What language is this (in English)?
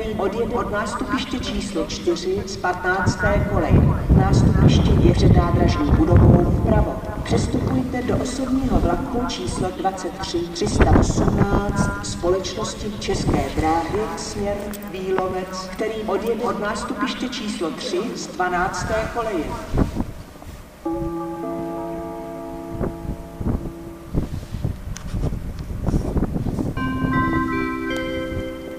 Czech